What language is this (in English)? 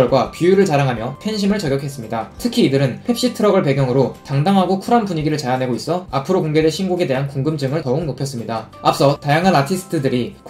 Korean